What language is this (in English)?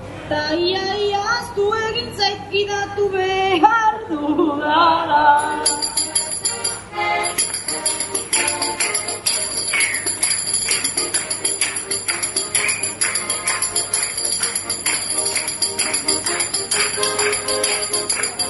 Basque